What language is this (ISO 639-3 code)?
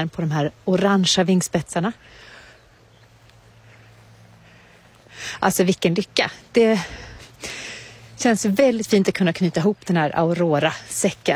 swe